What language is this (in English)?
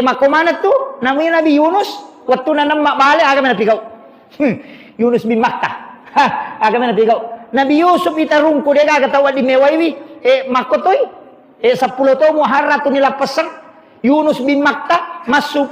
Buginese